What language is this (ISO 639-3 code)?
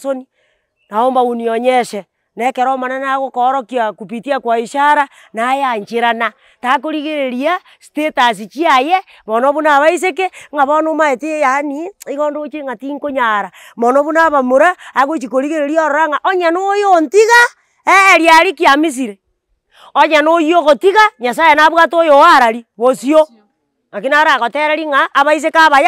guz